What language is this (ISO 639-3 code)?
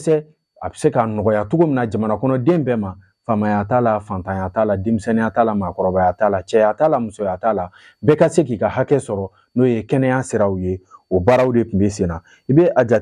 bam